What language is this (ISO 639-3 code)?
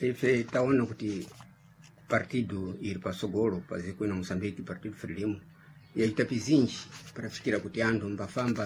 seh